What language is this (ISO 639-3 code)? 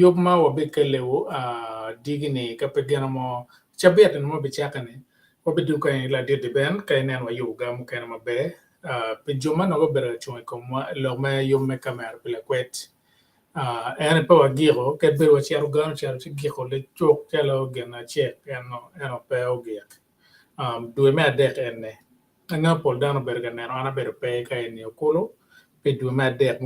ach